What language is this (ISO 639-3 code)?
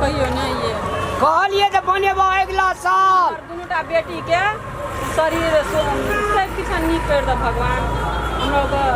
mai